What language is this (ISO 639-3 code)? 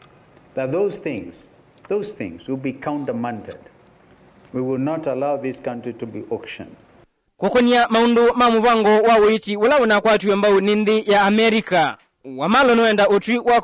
kam